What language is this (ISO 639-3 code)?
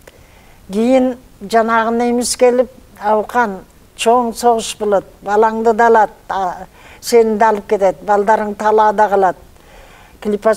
kir